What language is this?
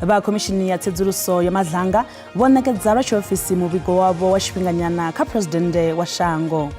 Venda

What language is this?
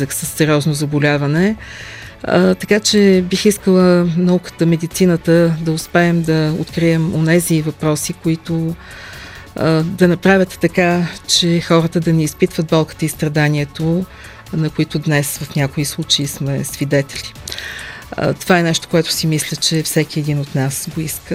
Bulgarian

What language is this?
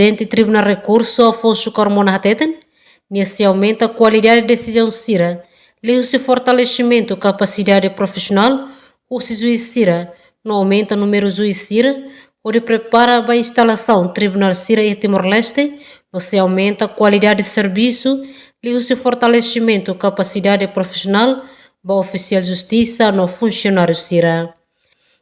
Tetum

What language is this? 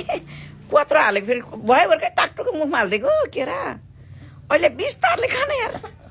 Nepali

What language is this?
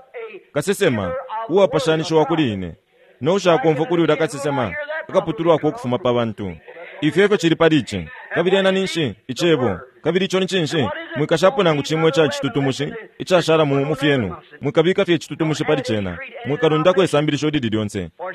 Bemba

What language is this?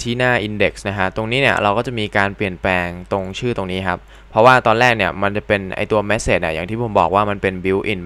Thai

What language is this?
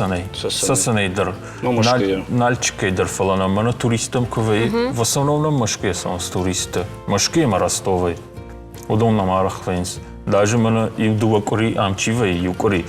Ossetic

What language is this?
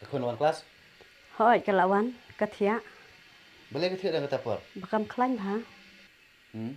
Khasi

